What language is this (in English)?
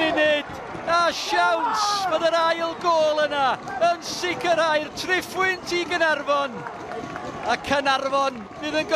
Welsh